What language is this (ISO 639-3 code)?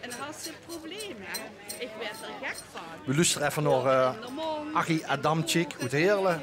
lim